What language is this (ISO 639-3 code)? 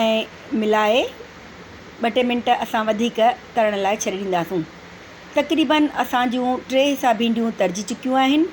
snd